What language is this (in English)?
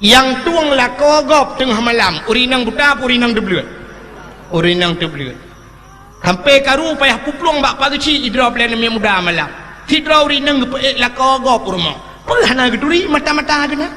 Achinese